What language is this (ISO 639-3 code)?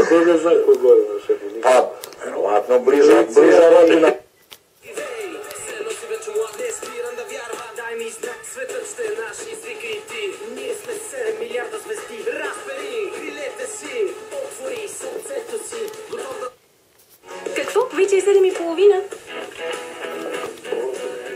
srp